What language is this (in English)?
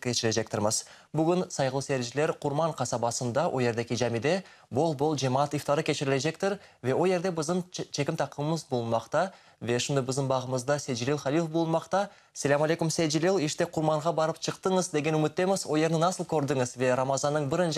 Crimean Tatar